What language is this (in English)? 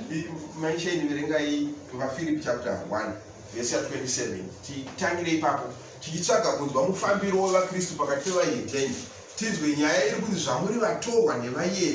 Shona